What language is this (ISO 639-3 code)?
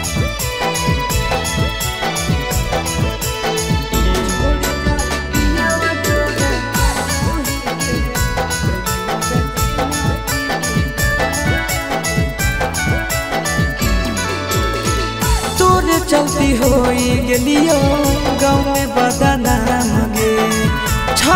mag